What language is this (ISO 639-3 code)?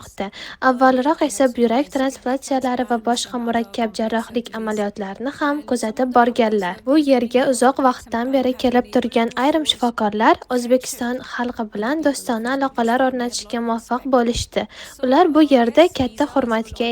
uzb